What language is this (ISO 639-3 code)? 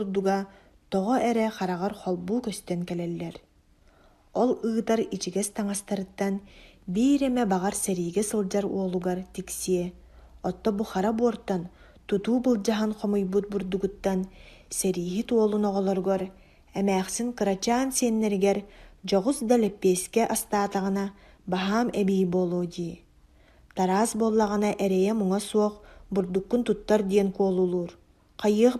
sah